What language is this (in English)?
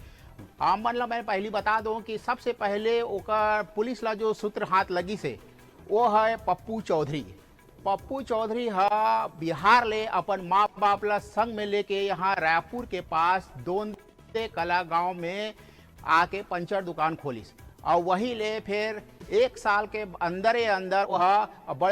Chhattisgarhi